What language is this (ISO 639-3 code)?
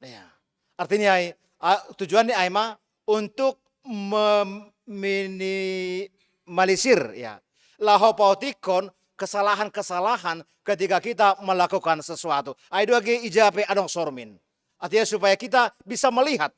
bts